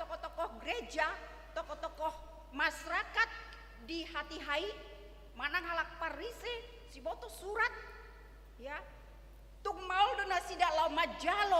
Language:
Batak Toba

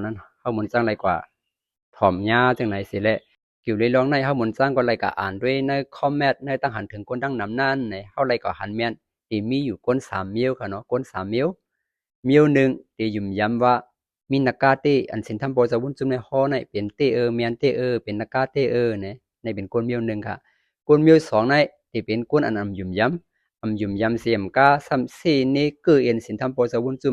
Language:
Shan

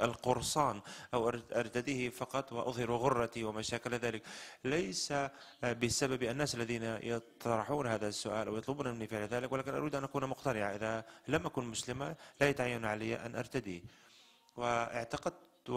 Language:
Arabic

